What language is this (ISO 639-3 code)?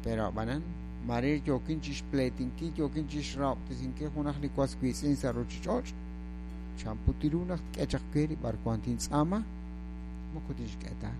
kek